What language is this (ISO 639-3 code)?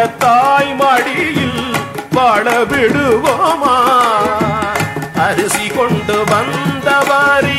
tam